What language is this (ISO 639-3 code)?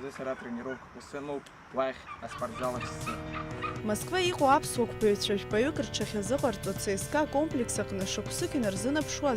abk